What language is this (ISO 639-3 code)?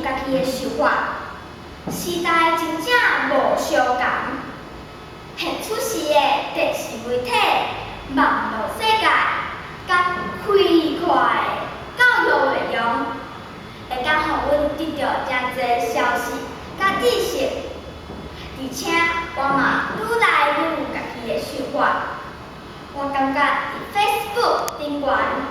nan